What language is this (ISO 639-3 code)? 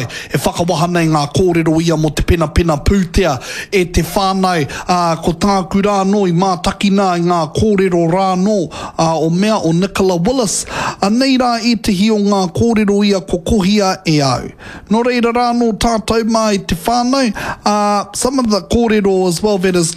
mri